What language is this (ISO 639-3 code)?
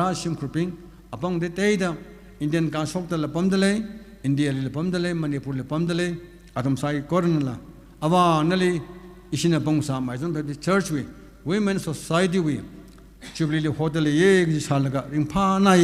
nmf